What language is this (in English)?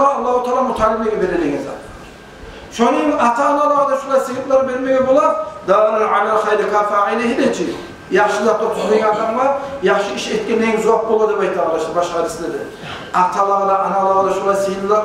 Kumyk